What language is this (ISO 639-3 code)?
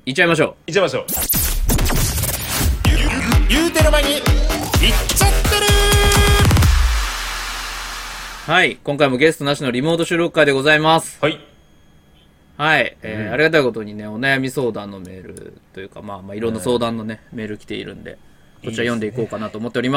jpn